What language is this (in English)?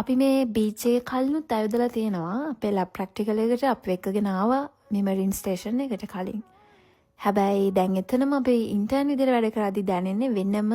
Sinhala